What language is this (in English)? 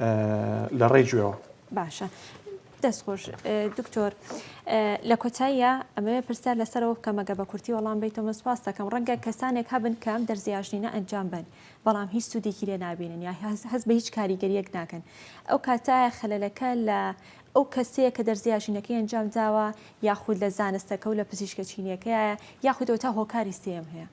Central Kurdish